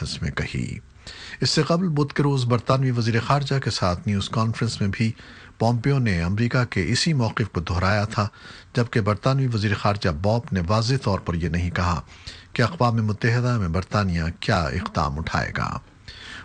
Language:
Urdu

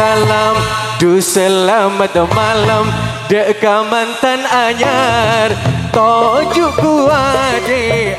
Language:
Madurese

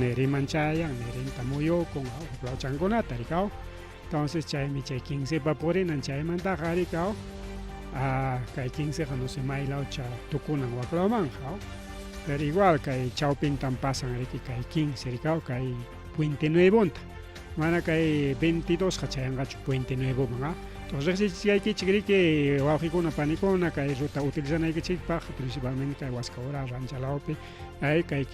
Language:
Ayacucho Quechua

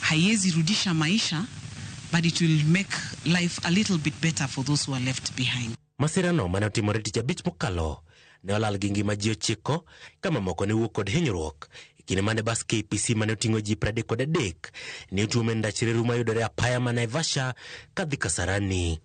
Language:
Luo (Kenya and Tanzania)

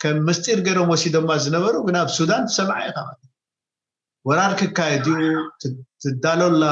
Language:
Tigrinya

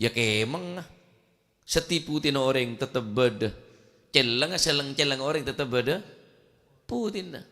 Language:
Madurese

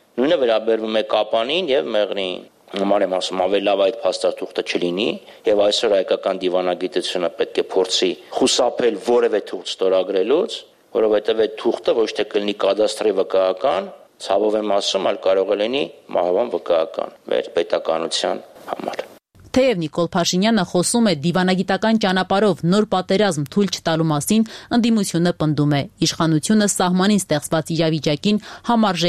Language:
Armenian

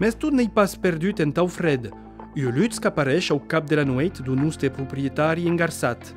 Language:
Occitan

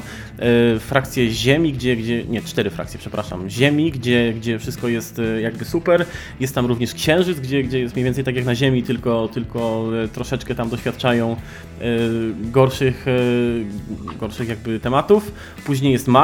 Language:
Polish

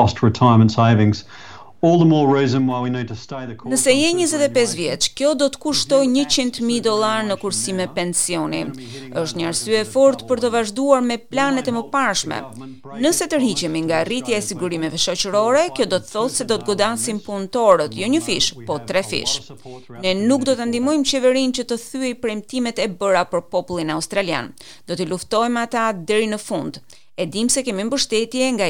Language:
Albanian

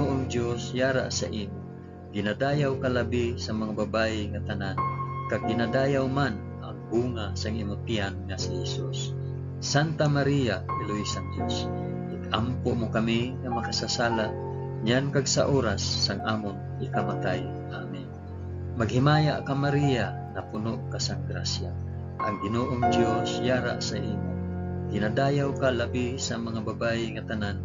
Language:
Hiligaynon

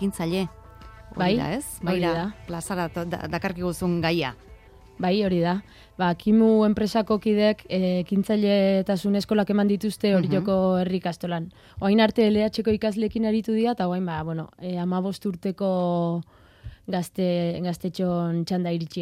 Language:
Basque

